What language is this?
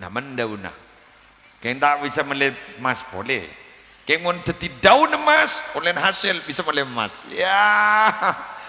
Madurese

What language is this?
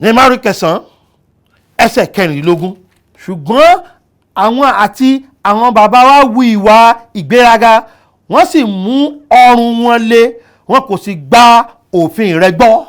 Yoruba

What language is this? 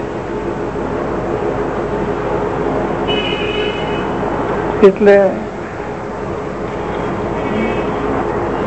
Gujarati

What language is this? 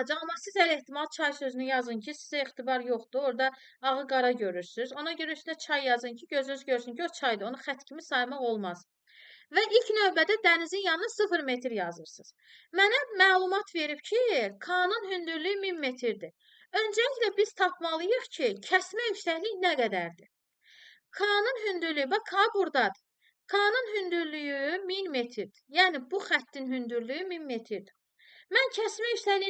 Azerbaijani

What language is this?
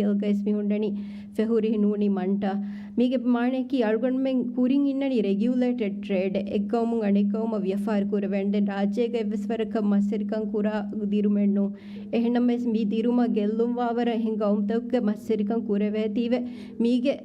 Divehi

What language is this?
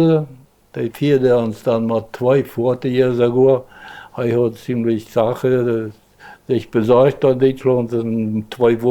Plautdietsch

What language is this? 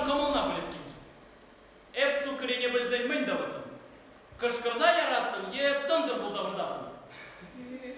Chuvash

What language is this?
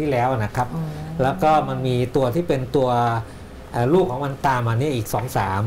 Thai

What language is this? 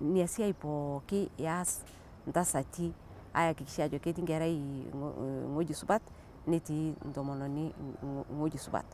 Masai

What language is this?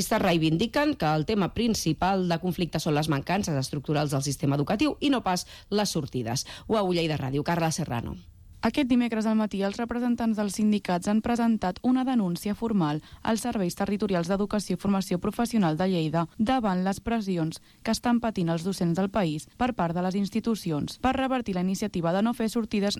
Catalan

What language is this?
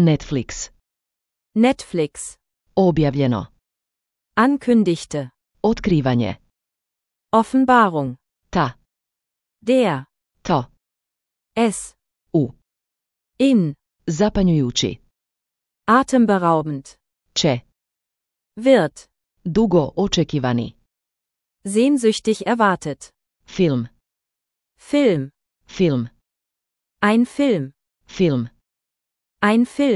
Serbian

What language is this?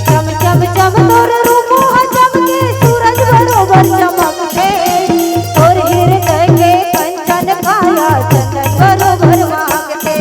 Chhattisgarhi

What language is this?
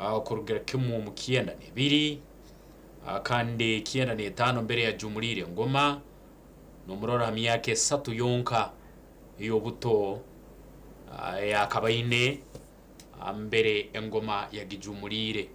Nyankole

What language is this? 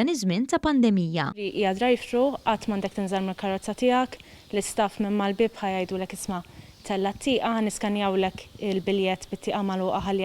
Maltese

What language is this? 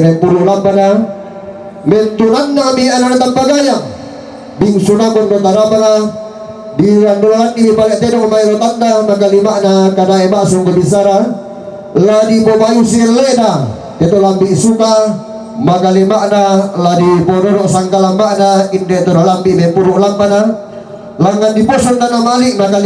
Toraja-Sa'dan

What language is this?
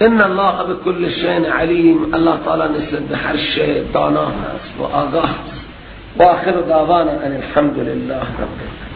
Persian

